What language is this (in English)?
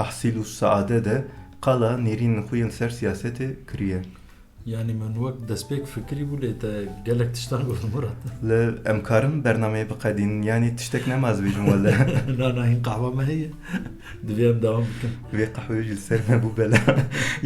Kurdish